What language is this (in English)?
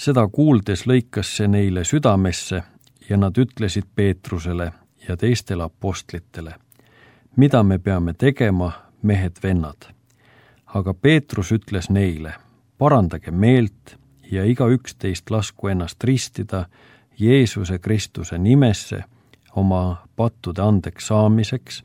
Estonian